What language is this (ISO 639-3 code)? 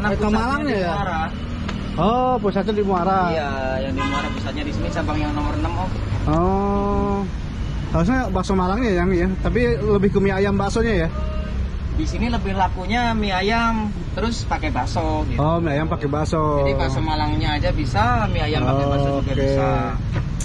ind